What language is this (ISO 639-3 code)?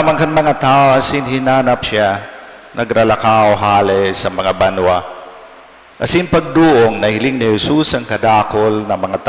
bik